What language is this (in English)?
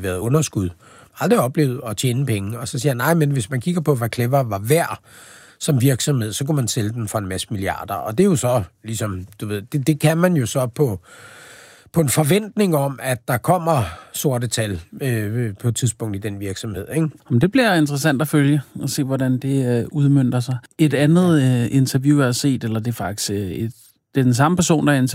Danish